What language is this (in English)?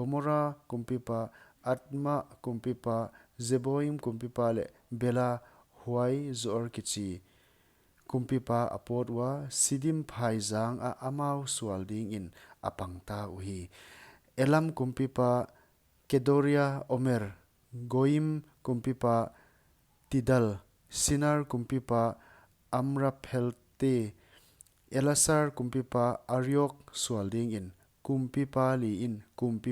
Paite Chin